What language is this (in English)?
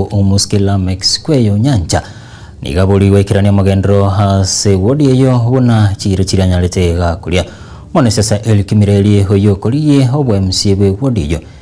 Gusii